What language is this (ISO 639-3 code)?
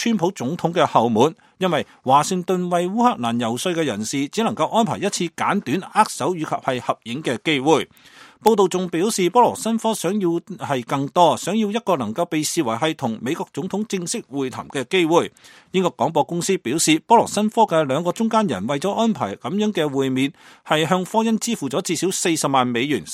yue